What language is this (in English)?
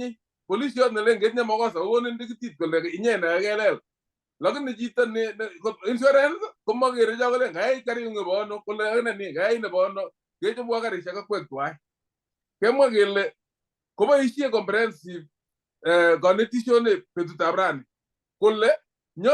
Kalenjin